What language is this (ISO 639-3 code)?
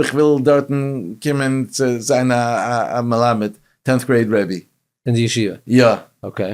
yid